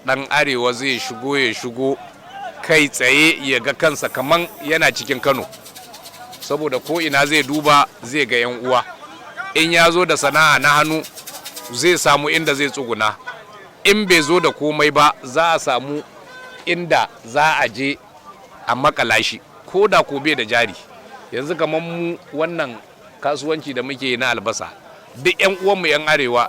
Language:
Hausa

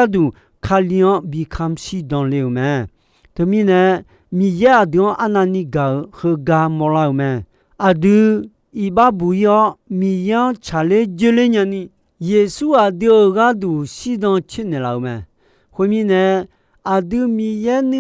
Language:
Akha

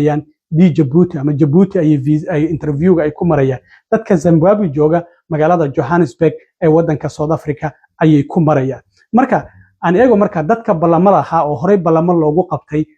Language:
Somali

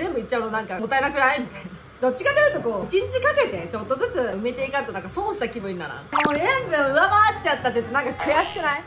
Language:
Japanese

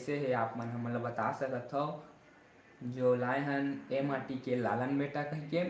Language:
Chhattisgarhi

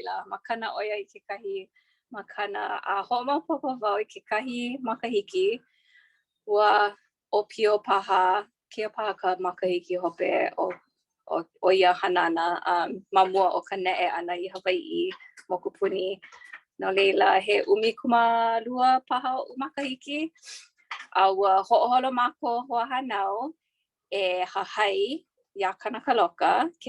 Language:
Hawaiian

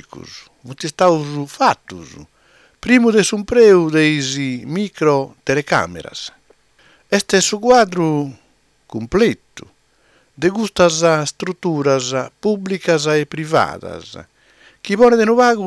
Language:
Sardinian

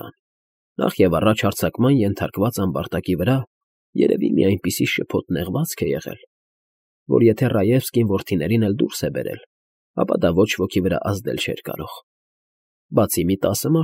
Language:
Armenian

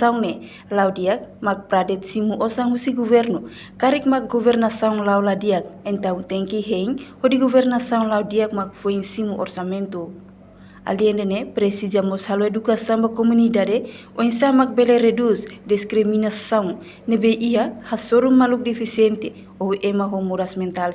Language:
Tetum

